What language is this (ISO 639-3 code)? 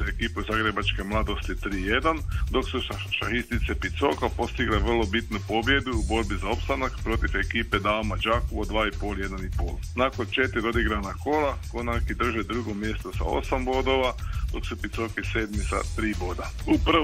hrv